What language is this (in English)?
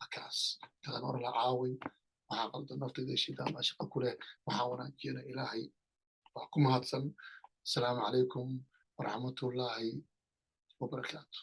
Somali